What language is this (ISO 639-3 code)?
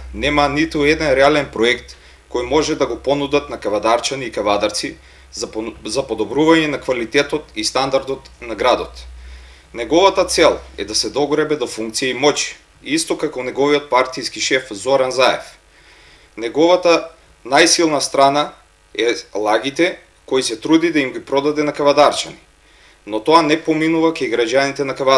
mkd